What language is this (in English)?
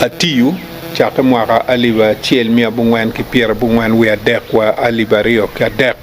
Acoli